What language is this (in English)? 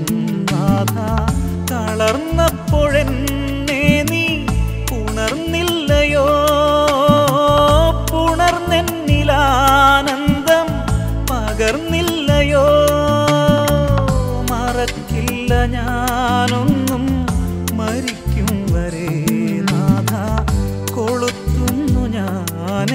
Malayalam